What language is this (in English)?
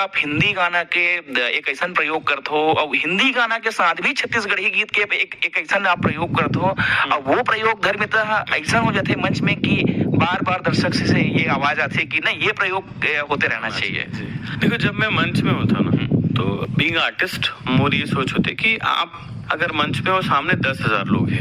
Chhattisgarhi